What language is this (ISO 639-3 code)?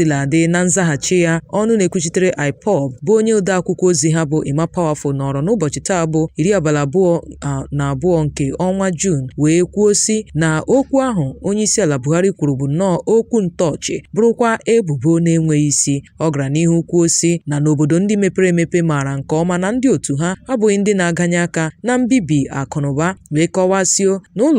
ibo